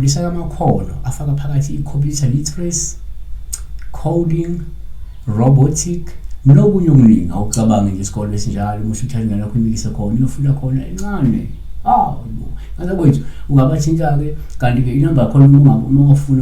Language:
Zulu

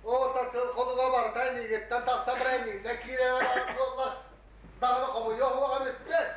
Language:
Yakut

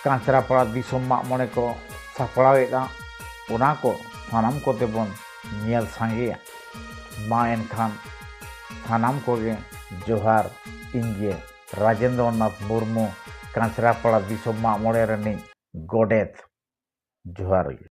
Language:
Santali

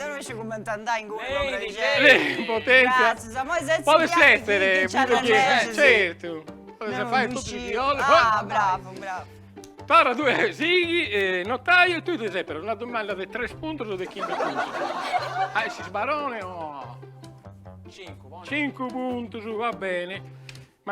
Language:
Sardinian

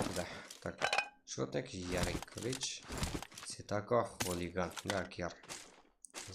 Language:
Kara-Kalpak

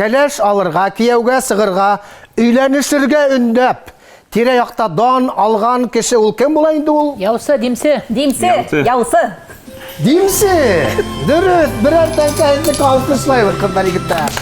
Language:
Bashkir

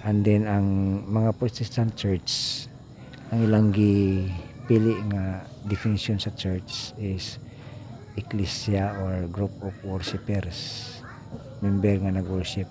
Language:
Cebuano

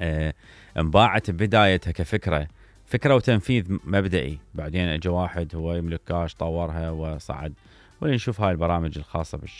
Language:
Mesopotamian Arabic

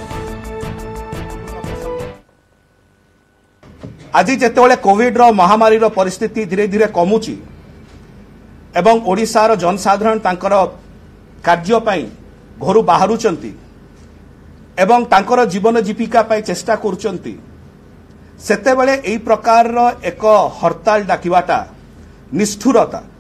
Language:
Odia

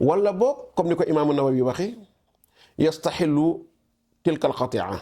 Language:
Wolof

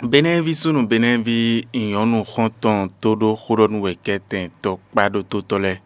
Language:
Fon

